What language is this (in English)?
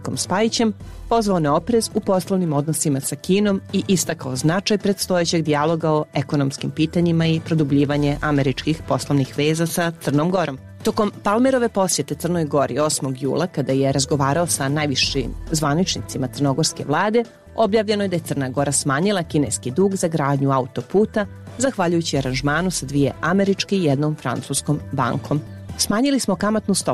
Serbian